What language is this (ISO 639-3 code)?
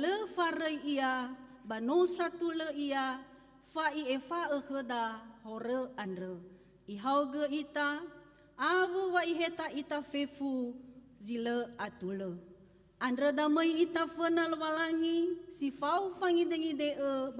nia